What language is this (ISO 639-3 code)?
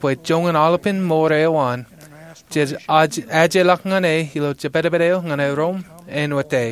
mah